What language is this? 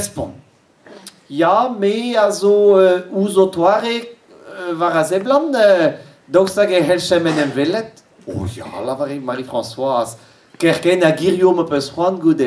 Breton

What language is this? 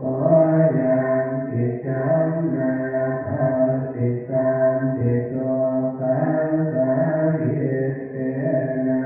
Pali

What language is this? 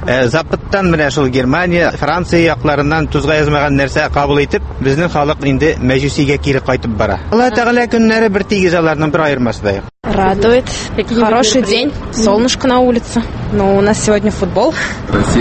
Tatar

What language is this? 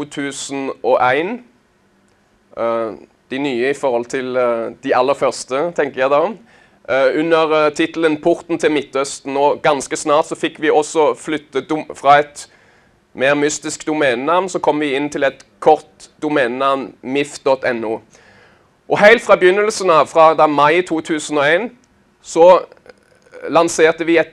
Norwegian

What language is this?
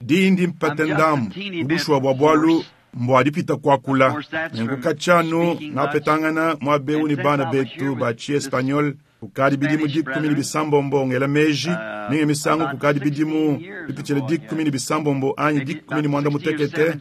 Luba-Lulua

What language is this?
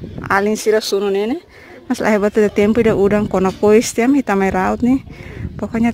Tetum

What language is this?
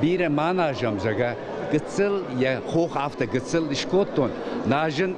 Ossetic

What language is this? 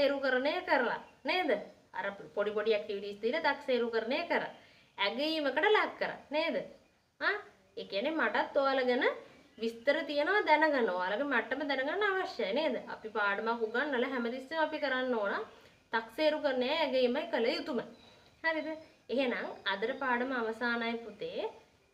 Sinhala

